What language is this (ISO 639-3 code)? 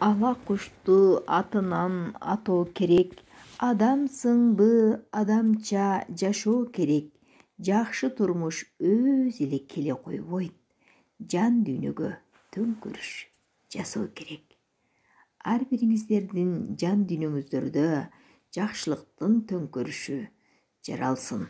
kir